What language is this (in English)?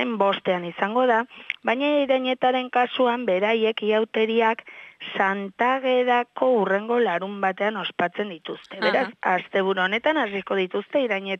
Basque